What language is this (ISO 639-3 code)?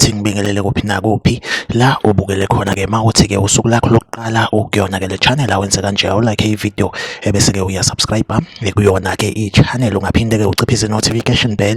zul